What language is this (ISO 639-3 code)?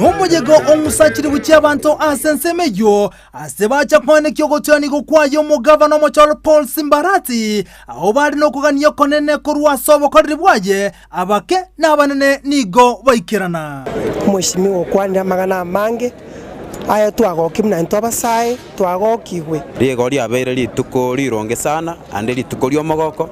guz